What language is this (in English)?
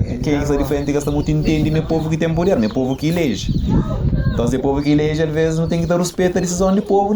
Kabuverdianu